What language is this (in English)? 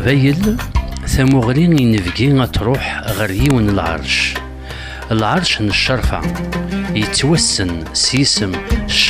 Kabyle